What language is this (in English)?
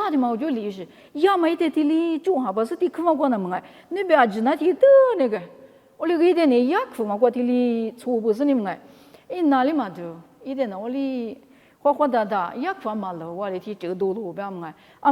Lisu